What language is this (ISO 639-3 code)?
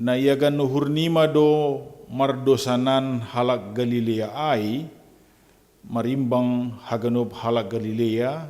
bts